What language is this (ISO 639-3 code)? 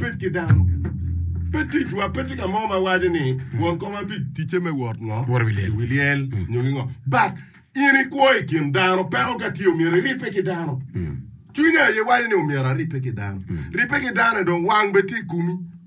ach